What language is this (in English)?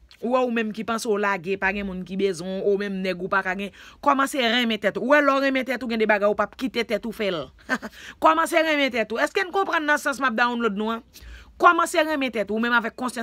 Haitian Creole